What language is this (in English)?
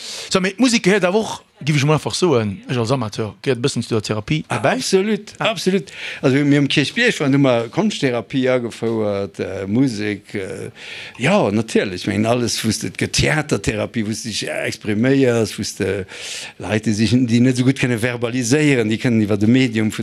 Luxembourgish